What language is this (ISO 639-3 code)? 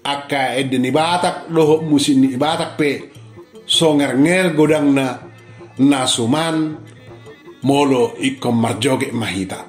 bbc